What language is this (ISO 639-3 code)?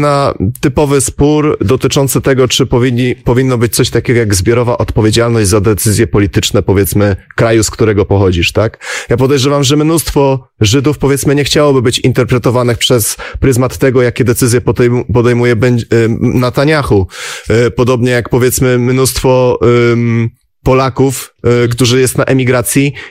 pol